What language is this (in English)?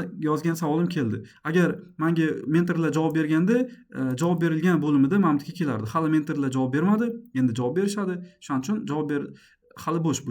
Uzbek